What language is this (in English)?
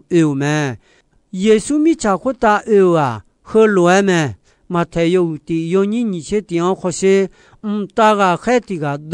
Akha